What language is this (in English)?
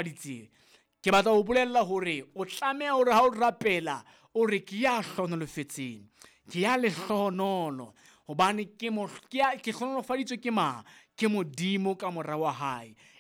Southern Sotho